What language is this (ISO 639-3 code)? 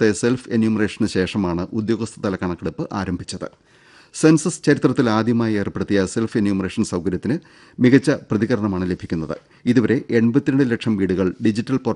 mal